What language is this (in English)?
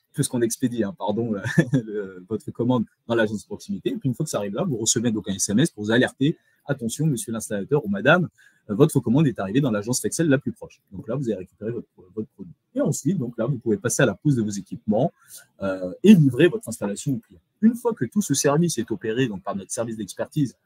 French